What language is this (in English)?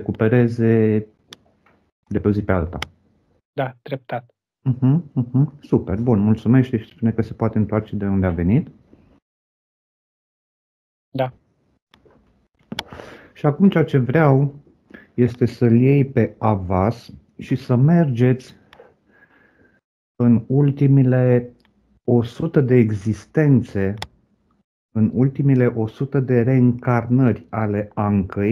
Romanian